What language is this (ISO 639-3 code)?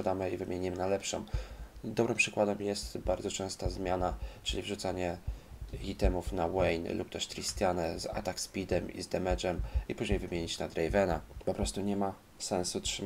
pol